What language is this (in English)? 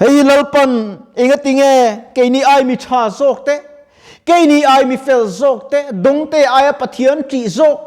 Mizo